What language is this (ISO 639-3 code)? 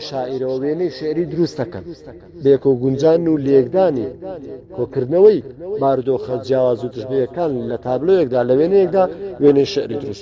ckb